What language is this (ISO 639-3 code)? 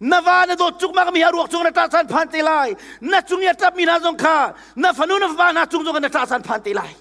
cnh